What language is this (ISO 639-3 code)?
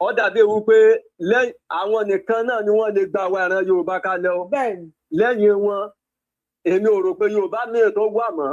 yor